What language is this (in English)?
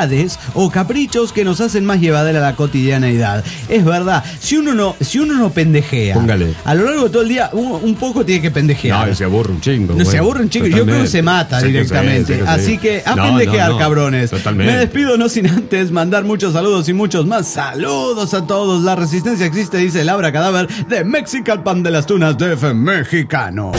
Spanish